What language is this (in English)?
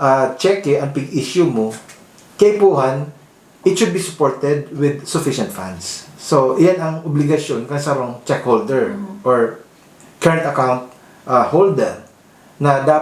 Bikol